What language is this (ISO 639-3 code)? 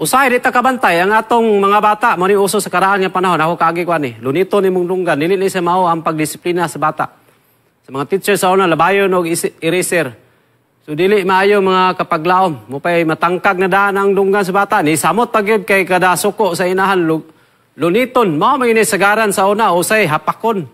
ceb